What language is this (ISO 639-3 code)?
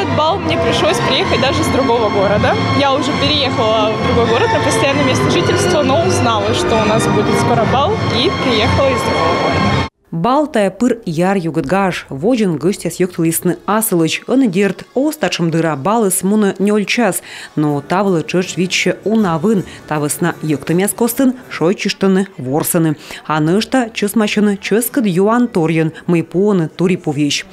kom